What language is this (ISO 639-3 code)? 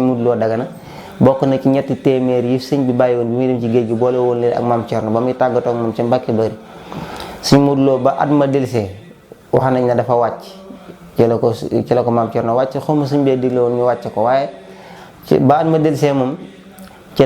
wol